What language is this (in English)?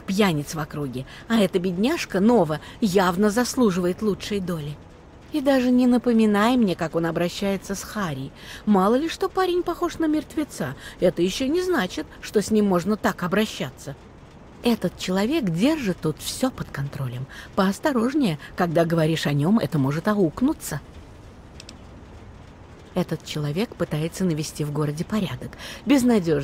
Russian